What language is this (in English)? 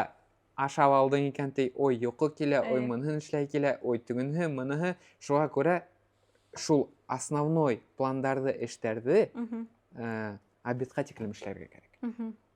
Bashkir